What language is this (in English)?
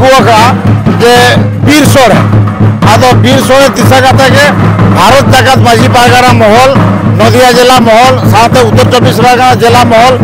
Santali